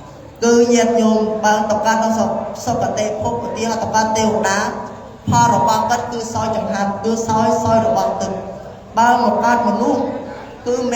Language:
Khmer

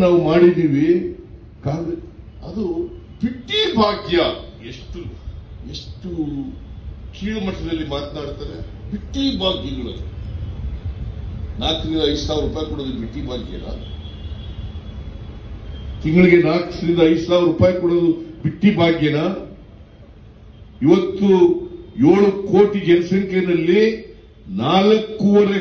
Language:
Kannada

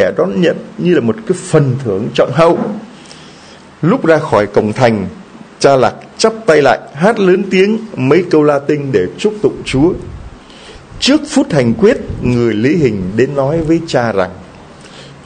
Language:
Vietnamese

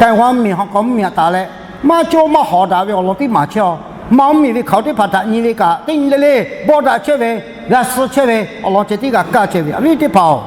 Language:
Lahu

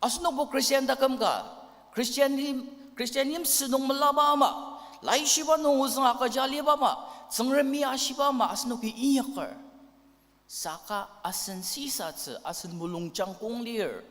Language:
Ao Naga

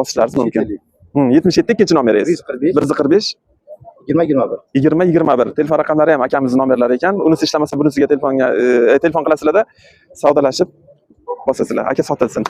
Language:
Uzbek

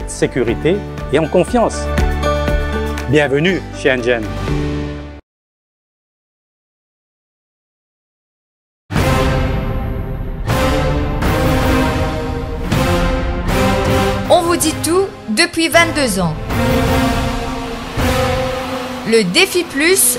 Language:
French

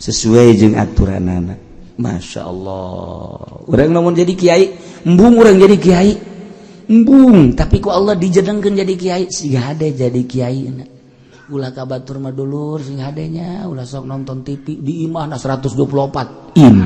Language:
Sundanese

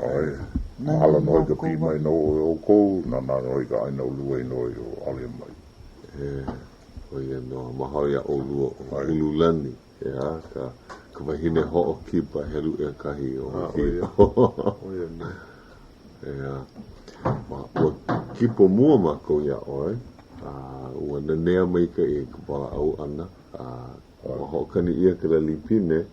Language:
Hawaiian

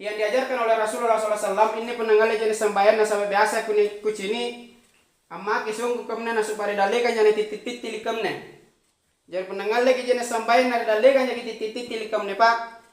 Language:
Makasar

